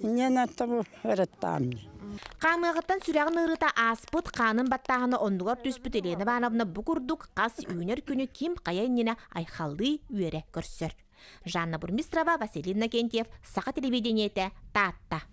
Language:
Yakut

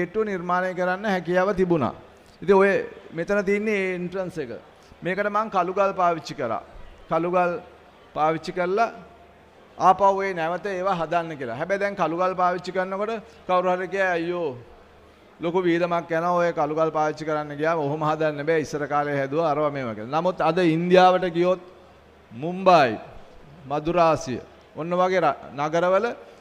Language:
Sinhala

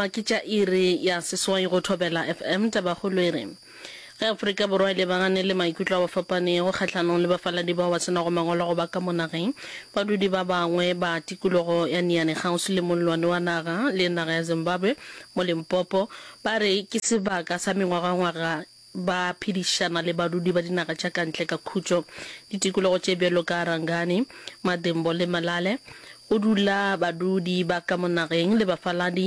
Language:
Northern Sotho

